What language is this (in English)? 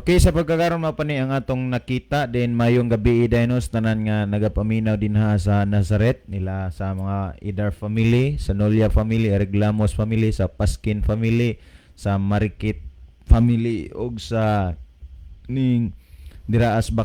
Cebuano